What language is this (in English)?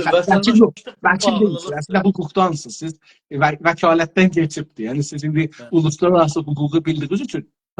South Azerbaijani